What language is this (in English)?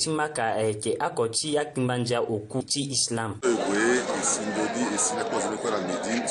Sango